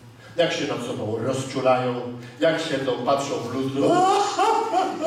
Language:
Polish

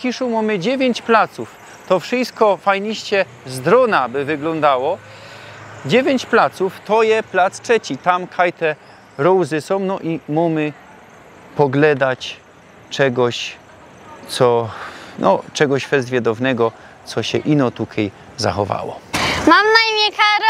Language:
Silesian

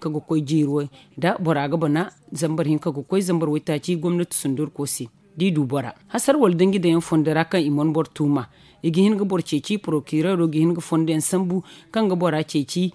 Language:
Zarma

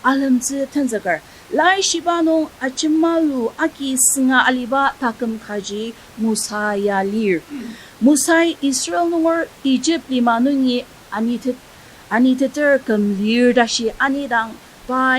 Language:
Ao Naga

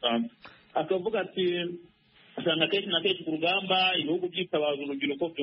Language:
Kinyarwanda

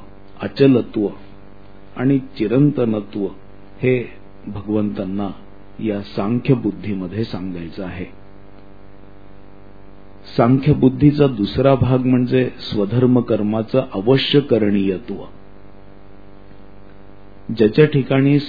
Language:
Marathi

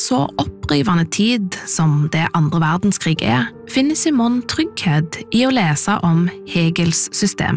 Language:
Norwegian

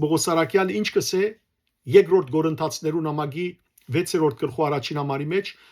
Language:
Western Armenian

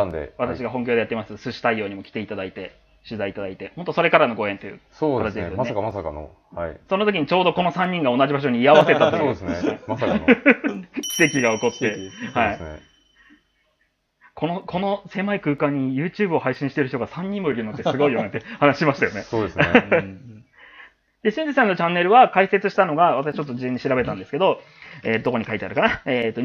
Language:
Japanese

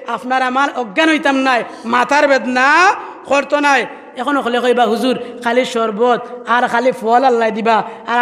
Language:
Sylheti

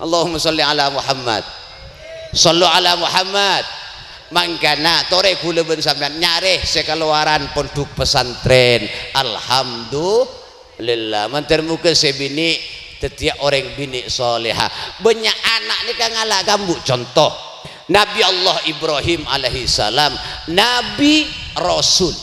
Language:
Madurese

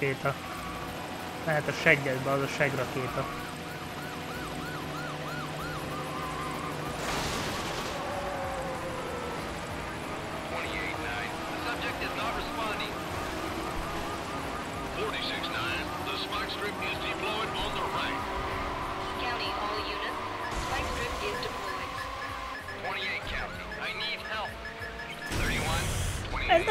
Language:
Hungarian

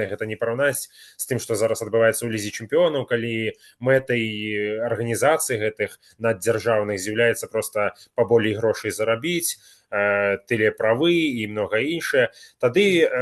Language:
Belarusian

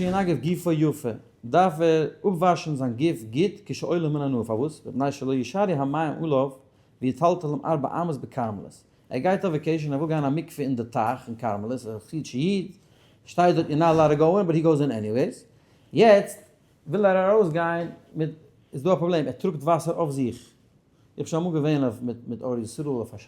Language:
Yiddish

